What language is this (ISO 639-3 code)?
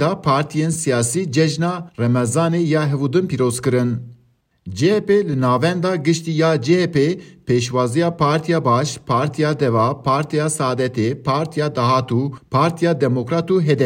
kur